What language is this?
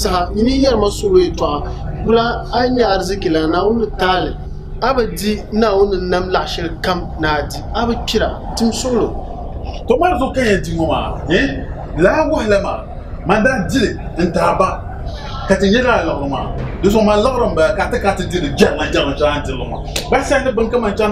Dagbani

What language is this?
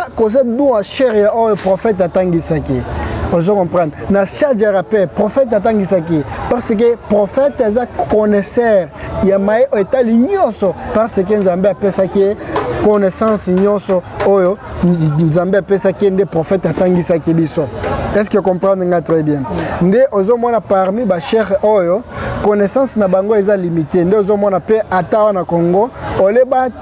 Lingala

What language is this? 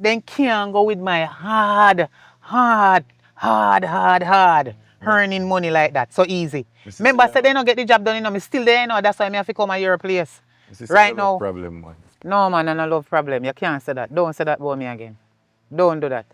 Jamaican Creole English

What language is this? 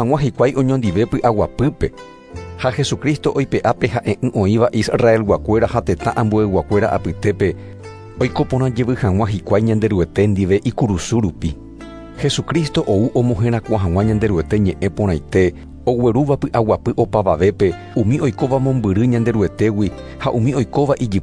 Guarani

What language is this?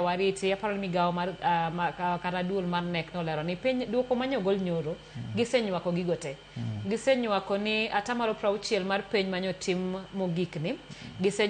Luo (Kenya and Tanzania)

